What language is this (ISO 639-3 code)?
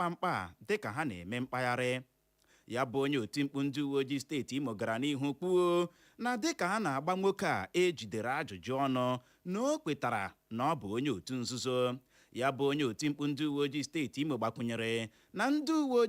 ibo